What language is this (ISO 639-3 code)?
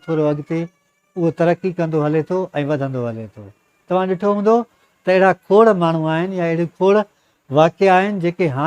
snd